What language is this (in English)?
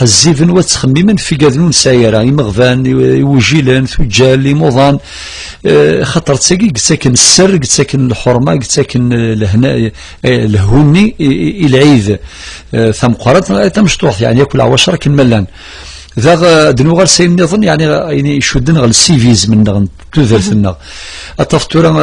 Kabyle